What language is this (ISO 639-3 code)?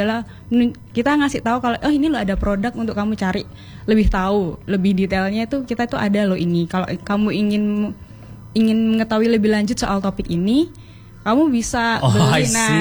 ind